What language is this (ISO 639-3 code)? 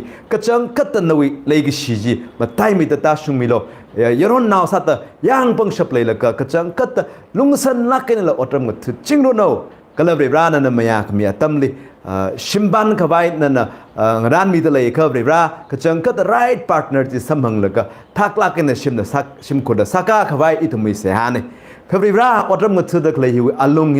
nmf